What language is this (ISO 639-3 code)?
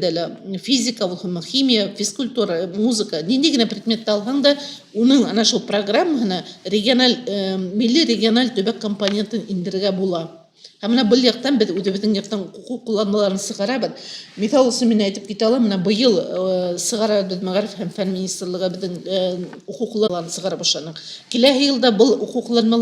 bak